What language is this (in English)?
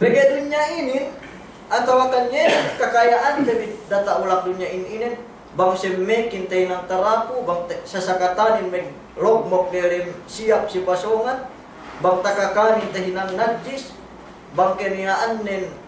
Yakan